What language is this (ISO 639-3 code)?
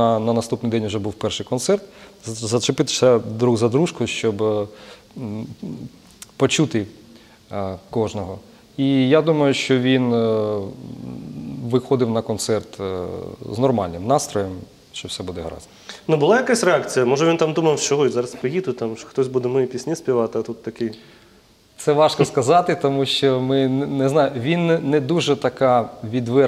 ukr